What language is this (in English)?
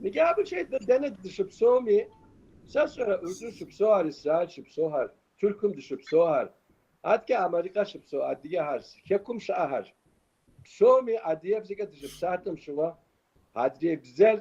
Kabardian